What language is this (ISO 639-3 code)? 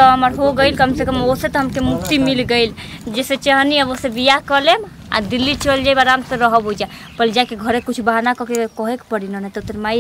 bho